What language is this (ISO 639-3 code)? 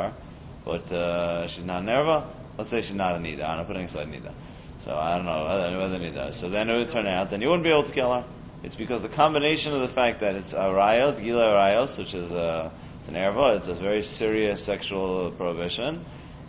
eng